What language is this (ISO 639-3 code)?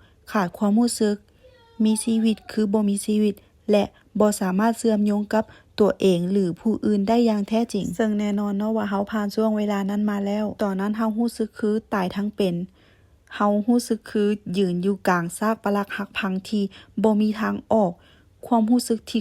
lao